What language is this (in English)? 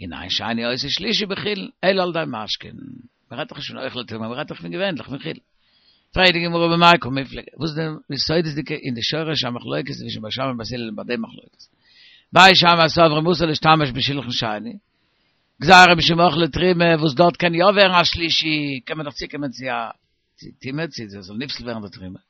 Yiddish